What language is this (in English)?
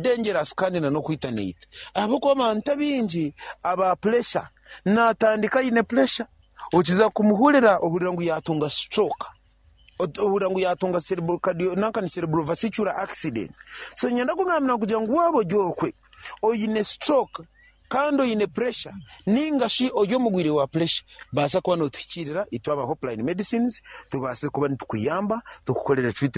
Nyankole